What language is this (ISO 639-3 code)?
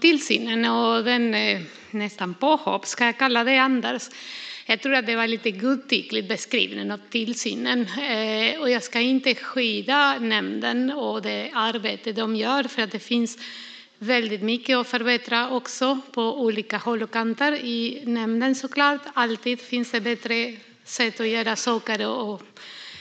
swe